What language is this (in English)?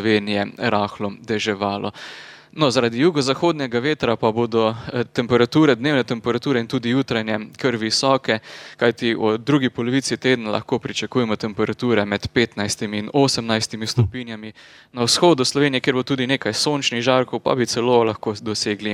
Slovenian